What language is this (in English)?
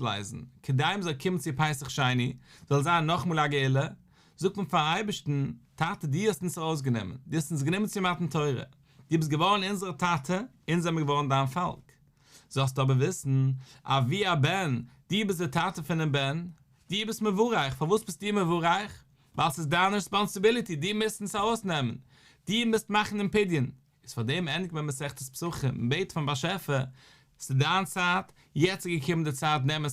Yiddish